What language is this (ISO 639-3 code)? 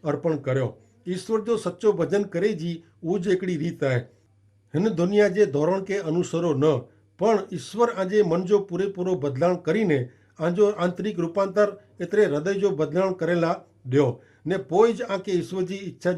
kfr